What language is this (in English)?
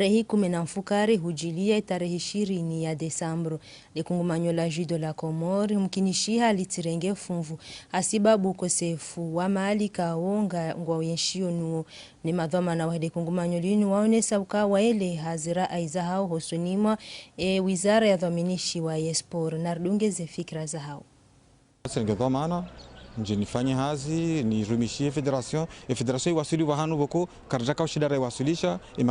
Ngazidja Comorian